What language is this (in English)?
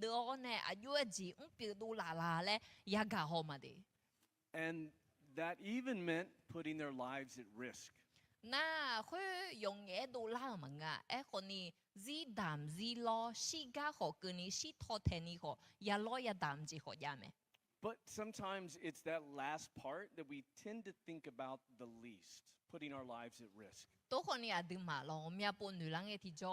Akha